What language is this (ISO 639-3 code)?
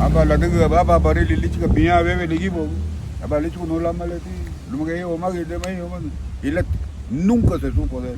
cab